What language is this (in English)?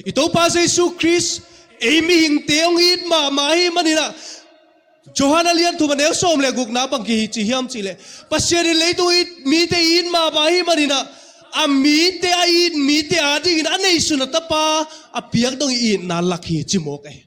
Tedim Chin